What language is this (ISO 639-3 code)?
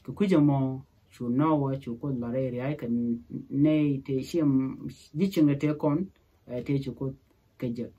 nus